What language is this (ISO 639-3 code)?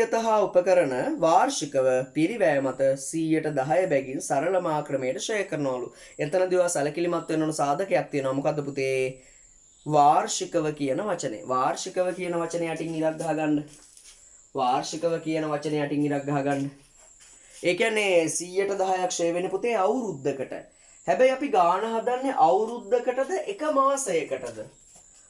sin